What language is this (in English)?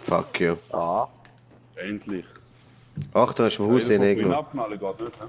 Swiss German